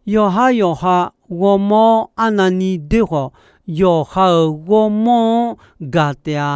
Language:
Akha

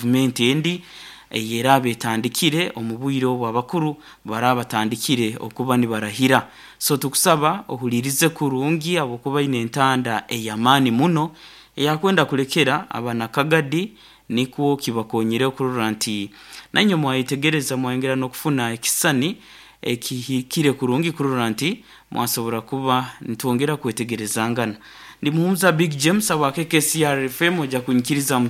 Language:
Nyankole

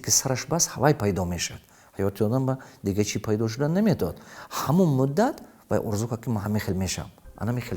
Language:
Tajik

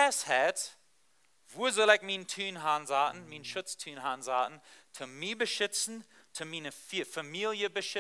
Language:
Plautdietsch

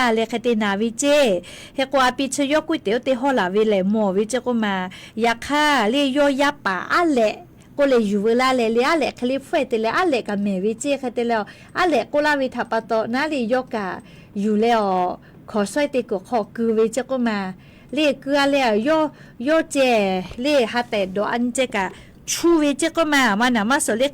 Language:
Lahu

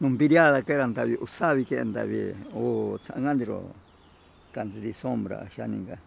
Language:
Ashéninka Perené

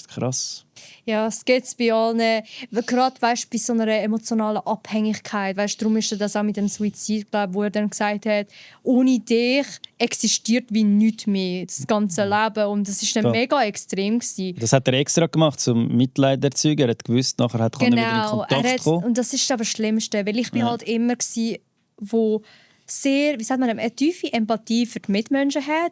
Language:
Swiss German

